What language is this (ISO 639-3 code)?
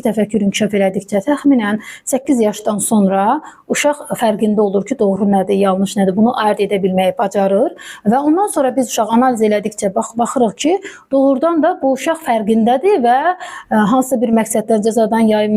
aze